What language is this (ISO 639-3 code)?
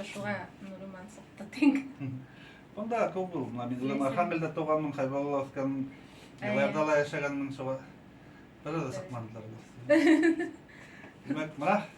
bak